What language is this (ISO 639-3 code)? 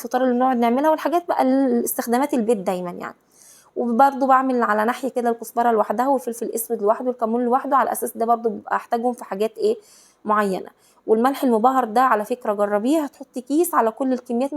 arz